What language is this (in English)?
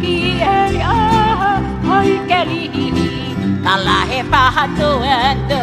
Hawaiian